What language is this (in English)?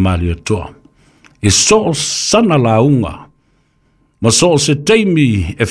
Samoan